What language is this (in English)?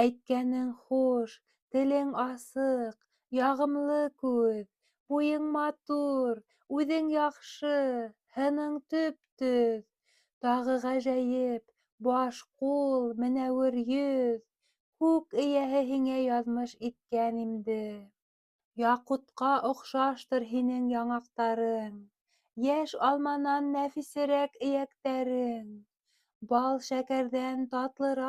Bashkir